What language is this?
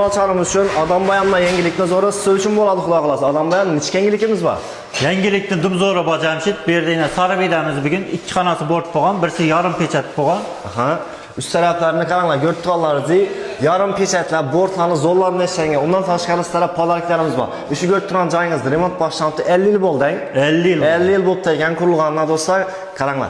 Uzbek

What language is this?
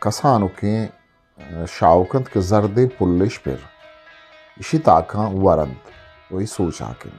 Eastern Balochi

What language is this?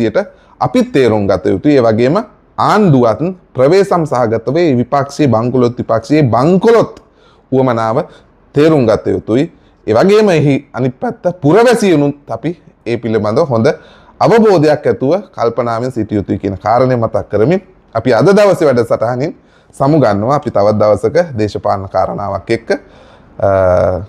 Sinhala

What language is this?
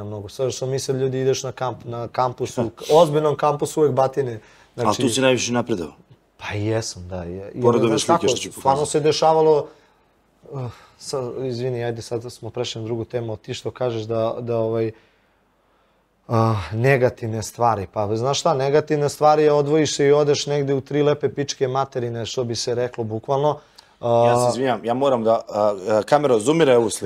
Serbian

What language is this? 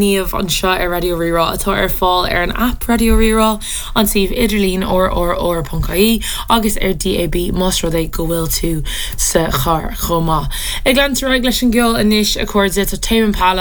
Irish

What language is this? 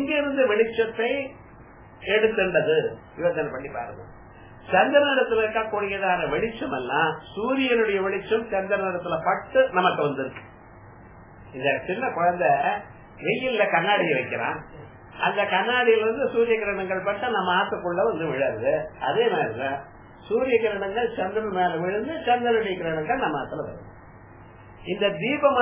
Tamil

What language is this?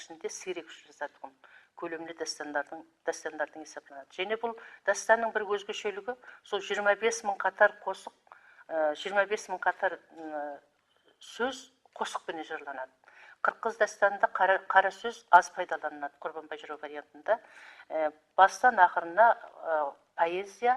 Kara-Kalpak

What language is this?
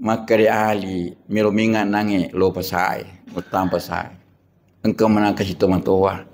Buginese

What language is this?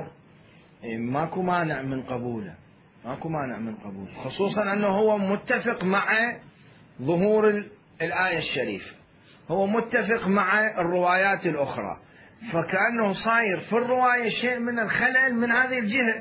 Mesopotamian Arabic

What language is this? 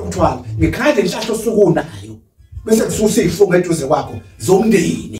Zulu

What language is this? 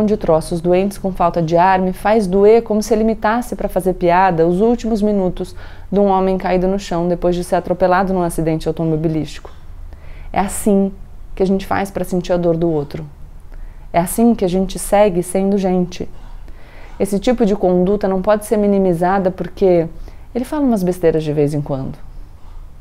Portuguese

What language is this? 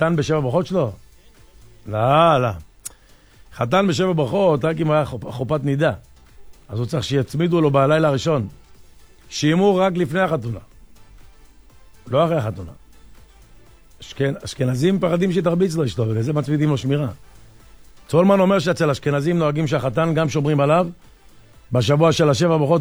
Hebrew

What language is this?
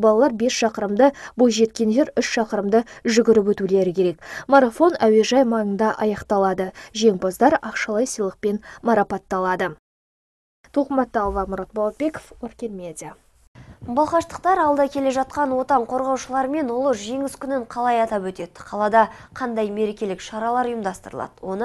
Kazakh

